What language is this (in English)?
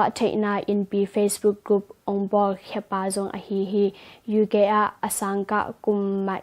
Tedim Chin